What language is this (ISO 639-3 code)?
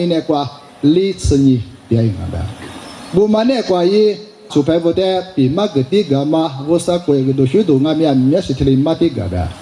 lis